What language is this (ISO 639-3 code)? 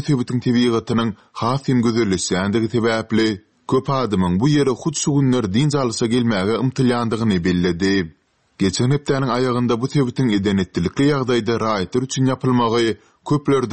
tuk